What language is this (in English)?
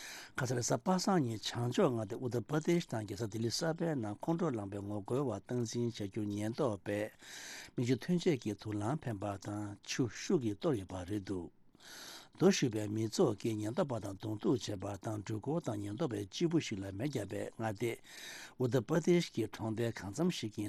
Tibetan